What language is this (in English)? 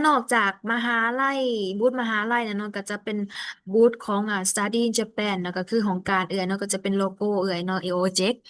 Lao